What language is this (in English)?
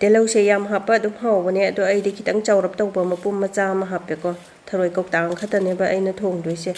Manipuri